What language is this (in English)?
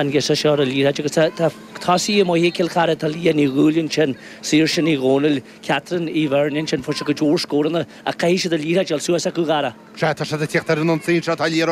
Irish